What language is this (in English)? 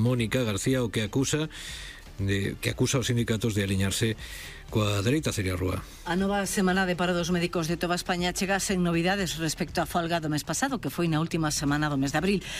Galician